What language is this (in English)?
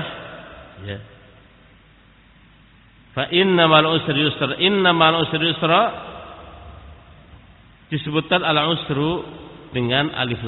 Indonesian